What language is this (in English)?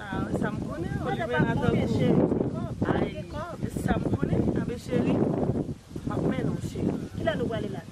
Haitian Creole